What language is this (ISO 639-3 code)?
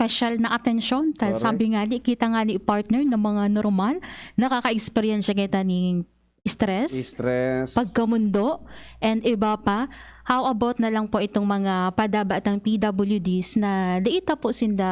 bik